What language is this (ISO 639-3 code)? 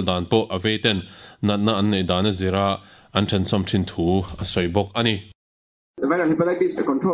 lus